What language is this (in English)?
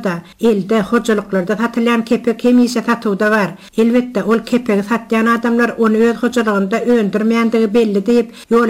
Turkmen